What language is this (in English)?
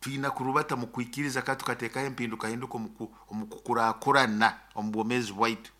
Nyoro